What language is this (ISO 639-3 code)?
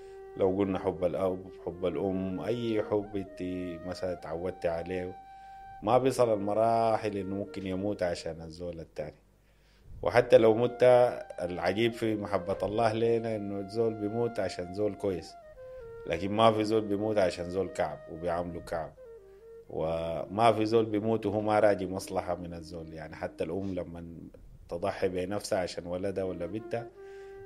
apd